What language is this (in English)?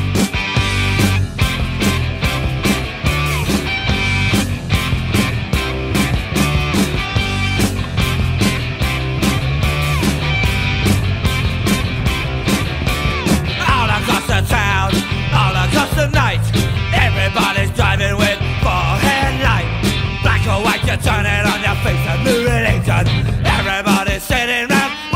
English